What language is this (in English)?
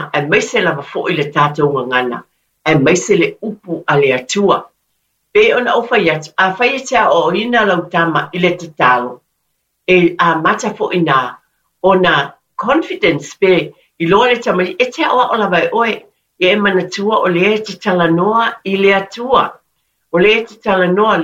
Samoan